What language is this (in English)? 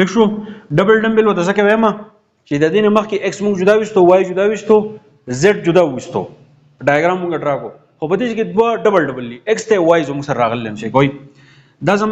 Pashto